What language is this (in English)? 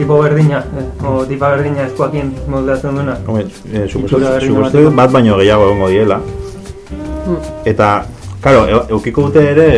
Basque